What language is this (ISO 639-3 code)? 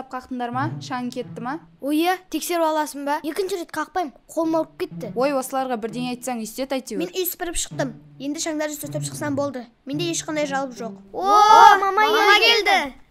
kaz